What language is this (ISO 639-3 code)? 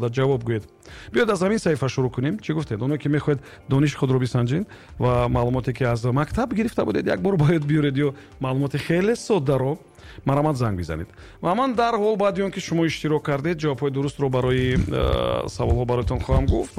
tgk